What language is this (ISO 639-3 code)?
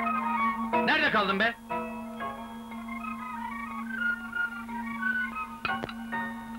tur